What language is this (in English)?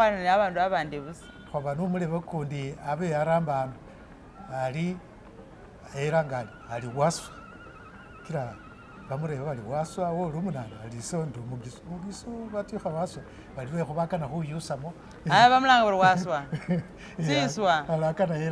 Masaaba